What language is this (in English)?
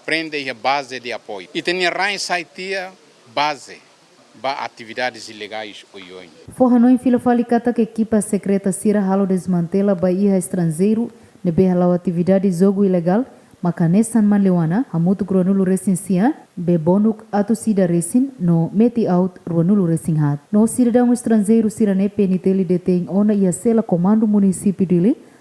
Tetum